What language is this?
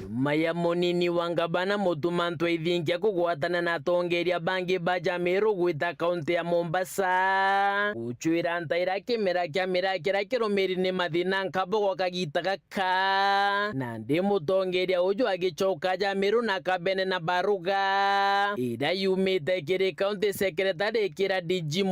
Meru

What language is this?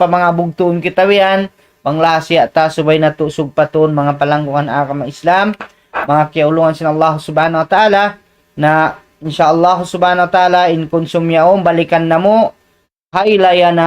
Tausug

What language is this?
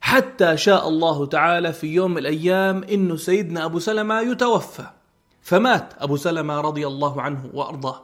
North Levantine Arabic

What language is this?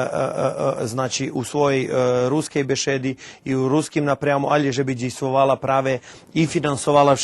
Rusyn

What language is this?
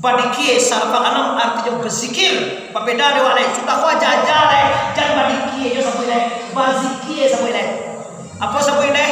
Minangkabau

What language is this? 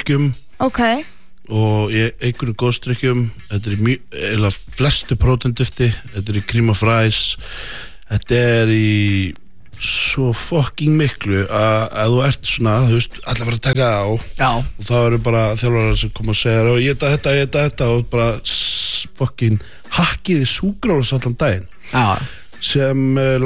Icelandic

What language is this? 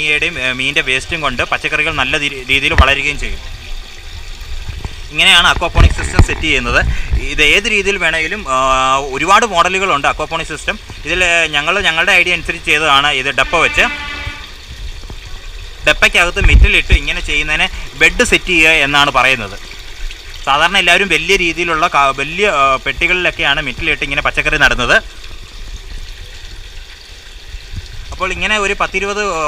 Malayalam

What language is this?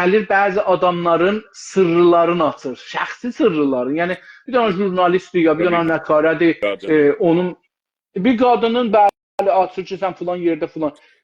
South Azerbaijani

